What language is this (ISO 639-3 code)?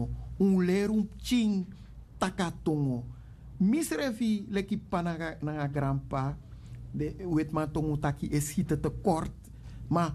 srn